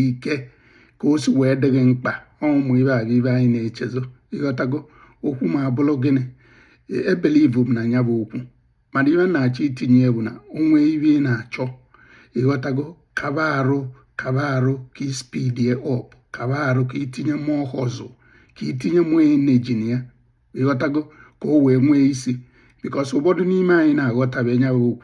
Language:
Igbo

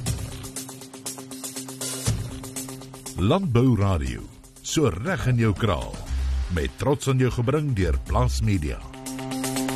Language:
Afrikaans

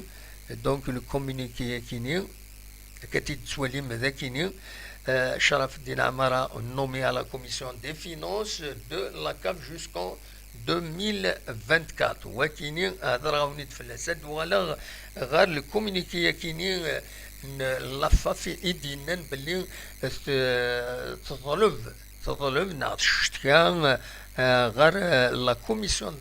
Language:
Kabyle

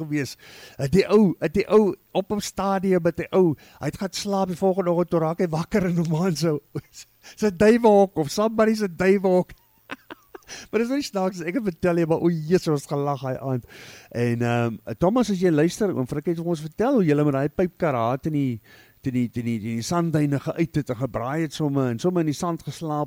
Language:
Afrikaans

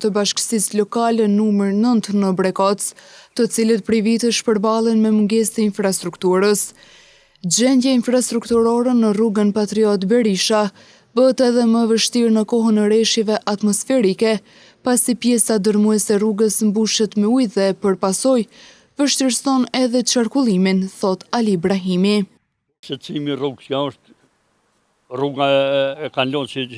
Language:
Albanian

